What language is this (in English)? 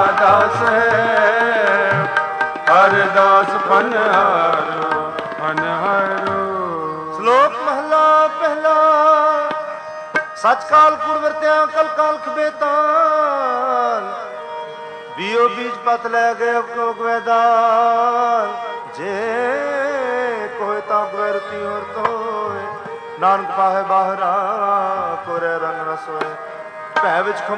Punjabi